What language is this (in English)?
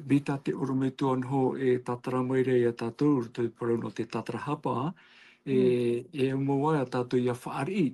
Tahitian